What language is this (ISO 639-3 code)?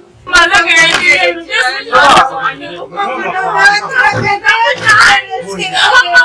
kin